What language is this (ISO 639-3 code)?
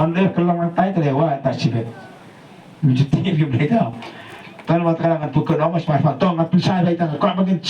kha